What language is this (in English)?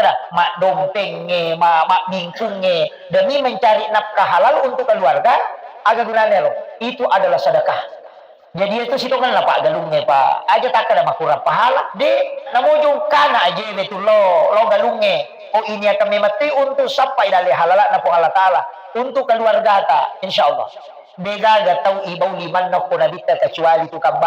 Buginese